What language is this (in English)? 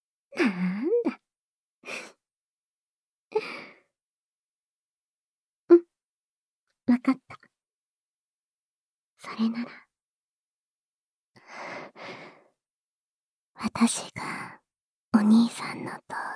Japanese